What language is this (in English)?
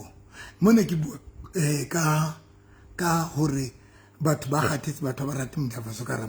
Southern Sotho